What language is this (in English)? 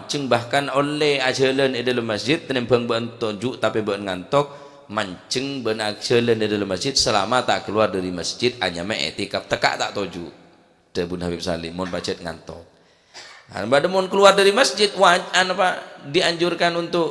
Madurese